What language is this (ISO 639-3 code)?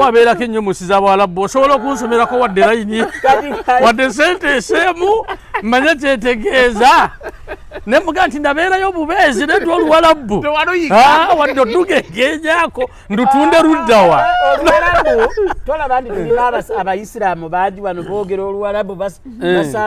lug